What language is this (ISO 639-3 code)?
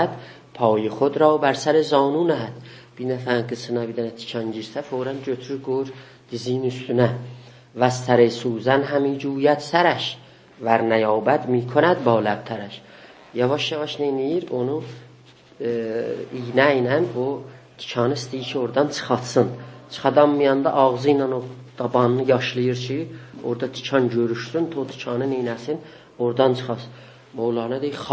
azb